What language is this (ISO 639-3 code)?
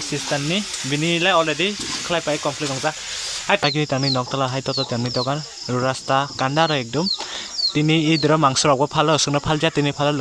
trp